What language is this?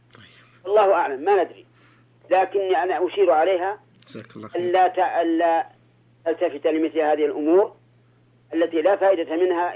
Najdi Arabic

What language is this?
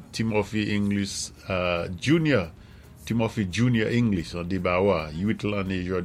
Saint Lucian Creole French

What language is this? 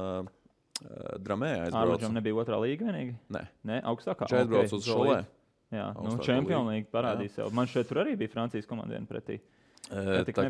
Latvian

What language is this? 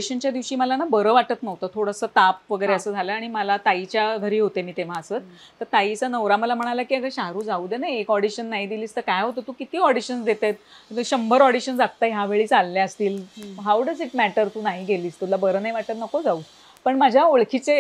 Marathi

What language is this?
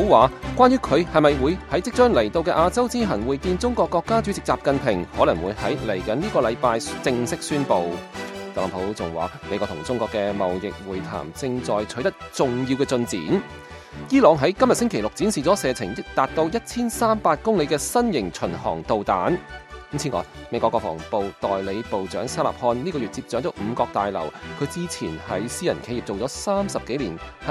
Cantonese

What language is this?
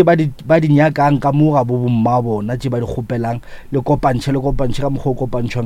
Northern Sotho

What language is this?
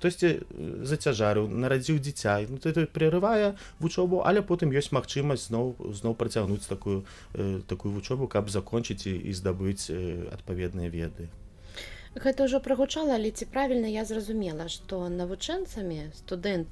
Belarusian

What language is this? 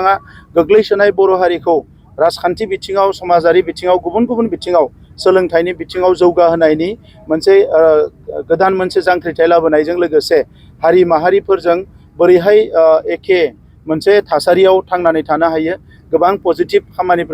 Bodo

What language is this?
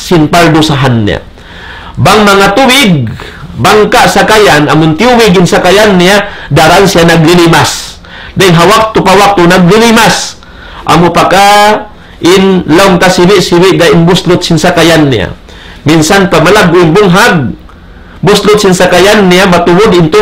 Tausug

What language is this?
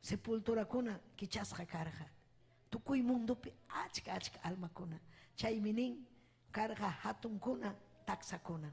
Ayacucho Quechua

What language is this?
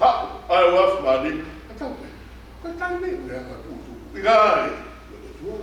Tongan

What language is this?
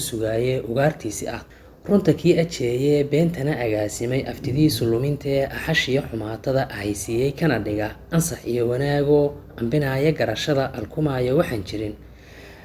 Somali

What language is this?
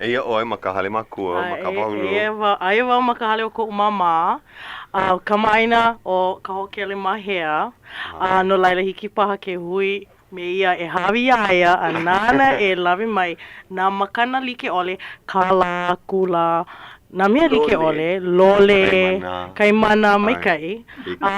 Hawaiian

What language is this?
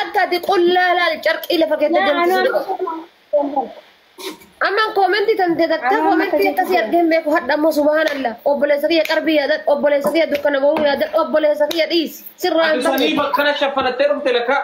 Oromo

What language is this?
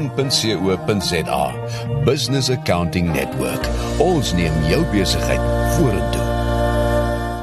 Afrikaans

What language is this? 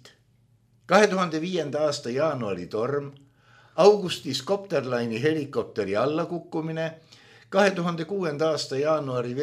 Estonian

